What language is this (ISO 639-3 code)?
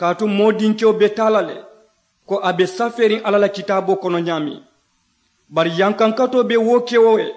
man